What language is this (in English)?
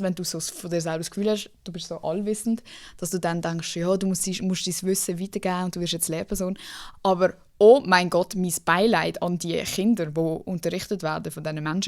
Swiss German